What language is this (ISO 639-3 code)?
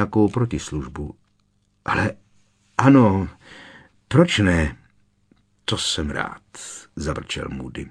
ces